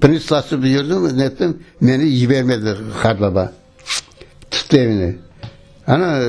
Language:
Crimean Tatar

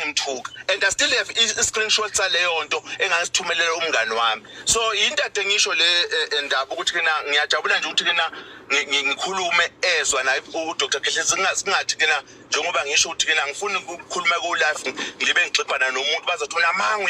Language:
Zulu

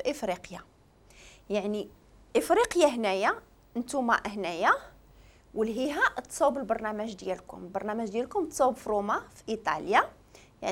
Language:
Moroccan Arabic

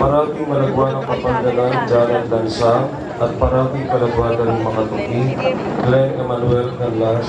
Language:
Pampanga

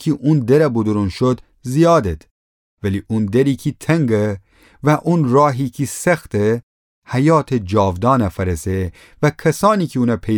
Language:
Gilaki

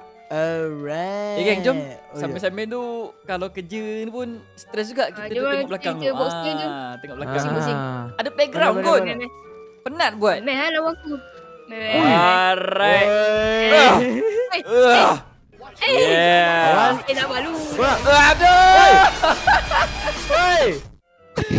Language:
Malay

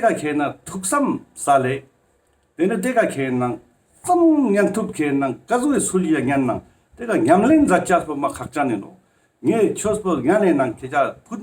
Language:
Ladakhi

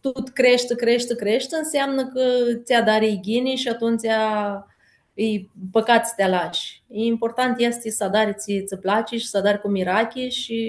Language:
Aromanian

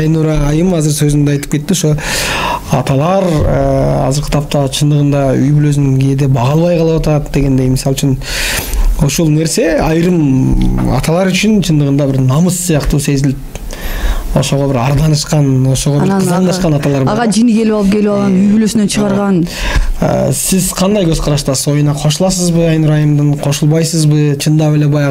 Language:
Kyrgyz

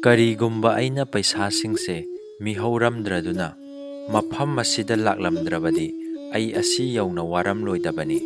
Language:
Manipuri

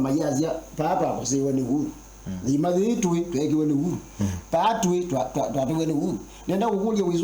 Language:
Kamba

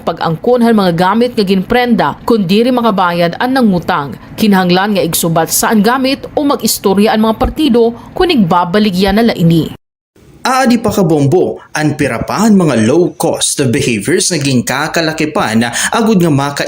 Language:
Waray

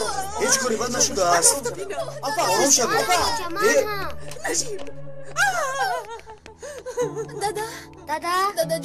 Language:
Tajik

